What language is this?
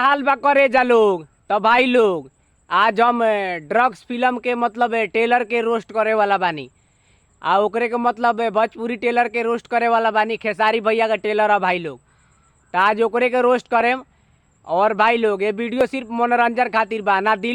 Bhojpuri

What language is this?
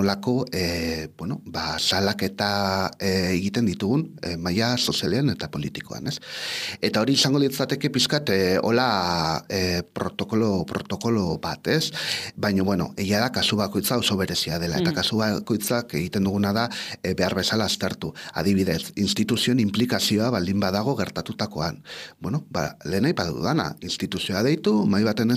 Basque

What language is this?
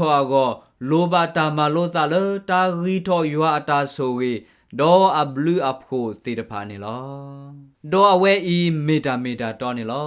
S'gaw Karen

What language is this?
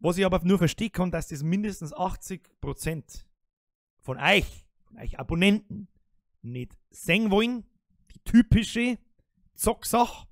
Bavarian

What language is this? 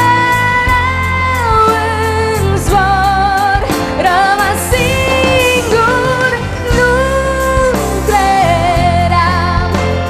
Romanian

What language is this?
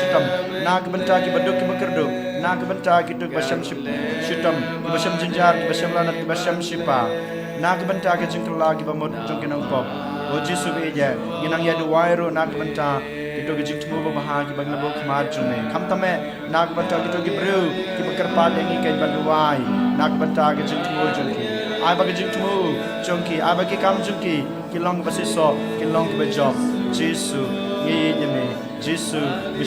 Khasi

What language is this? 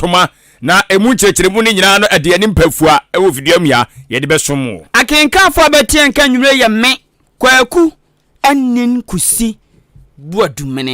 Akan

